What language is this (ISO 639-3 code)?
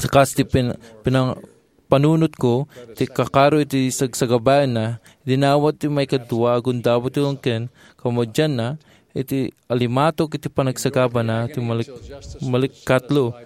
ilo